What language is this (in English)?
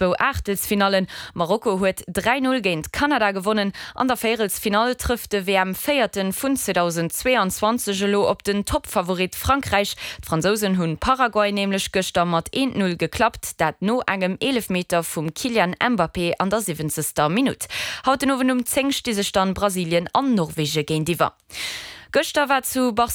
Luxembourgish